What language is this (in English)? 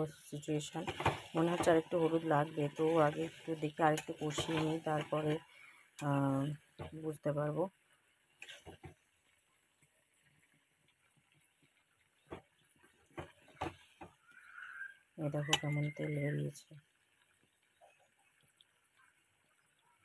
Bangla